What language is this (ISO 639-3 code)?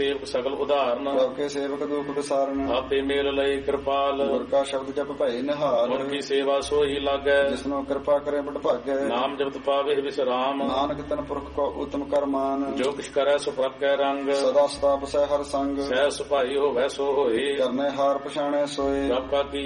pan